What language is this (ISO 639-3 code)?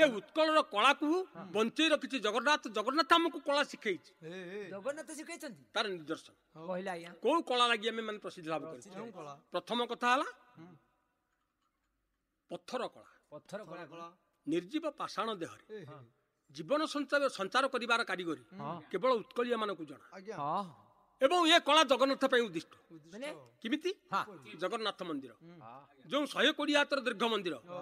ori